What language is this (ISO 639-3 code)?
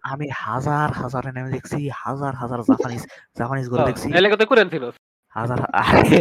ben